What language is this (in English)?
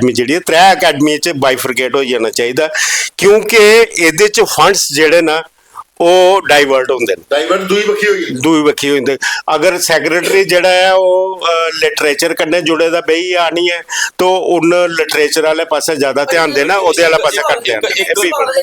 Dogri